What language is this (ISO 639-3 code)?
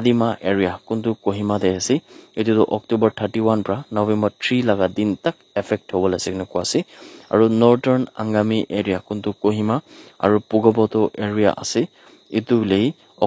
nag